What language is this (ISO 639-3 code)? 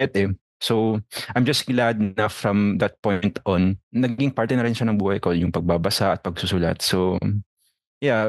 fil